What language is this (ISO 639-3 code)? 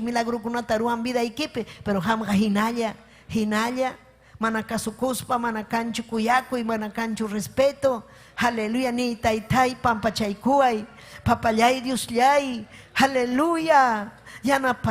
quy